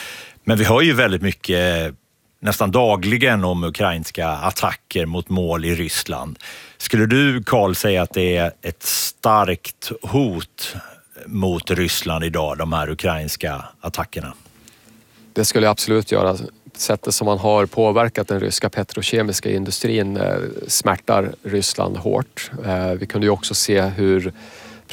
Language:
Swedish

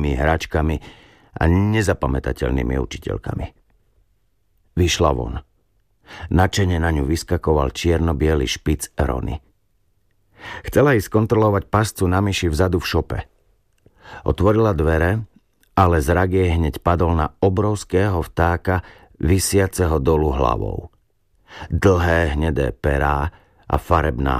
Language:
Slovak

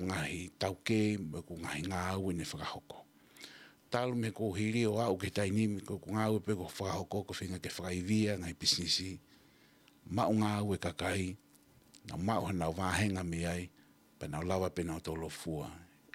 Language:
Tongan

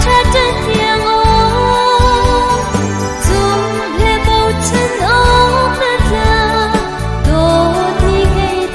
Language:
Hakha Chin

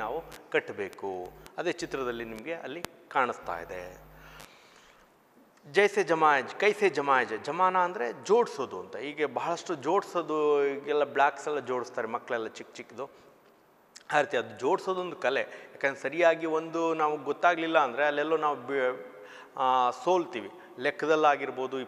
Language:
Kannada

